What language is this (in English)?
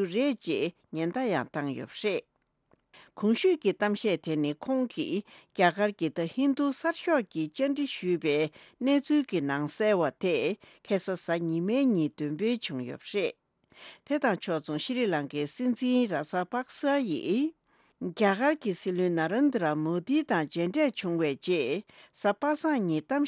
Tibetan